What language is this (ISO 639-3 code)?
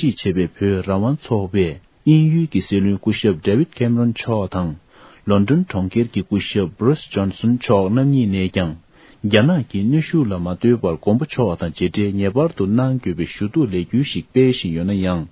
bod